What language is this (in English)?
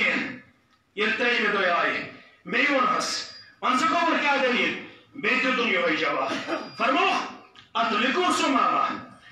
Kashmiri